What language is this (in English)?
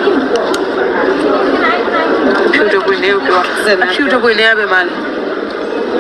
Burmese